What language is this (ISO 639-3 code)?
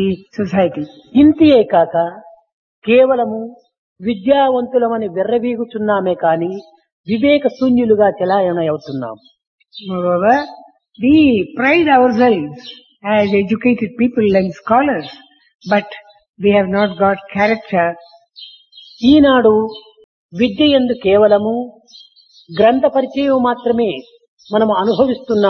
tel